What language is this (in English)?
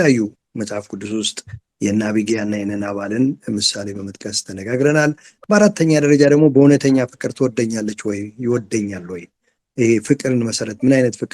Amharic